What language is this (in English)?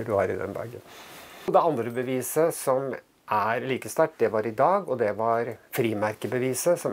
Norwegian